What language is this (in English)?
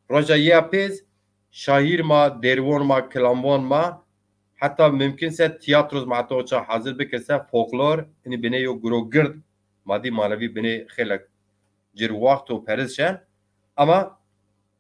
Zaza